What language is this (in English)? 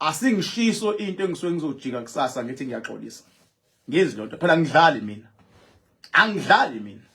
Zulu